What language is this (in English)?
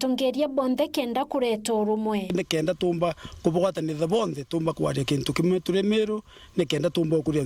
Meru